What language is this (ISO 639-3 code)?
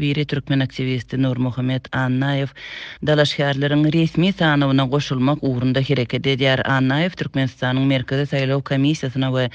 tuk